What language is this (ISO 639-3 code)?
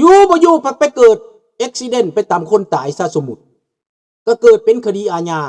lao